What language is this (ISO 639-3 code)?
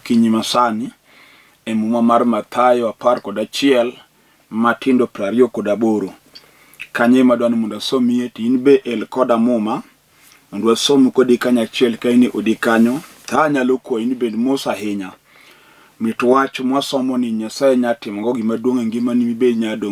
luo